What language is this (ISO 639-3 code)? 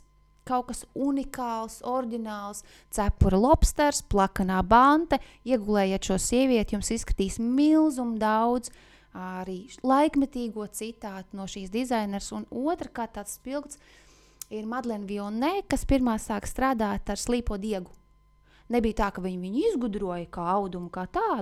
lav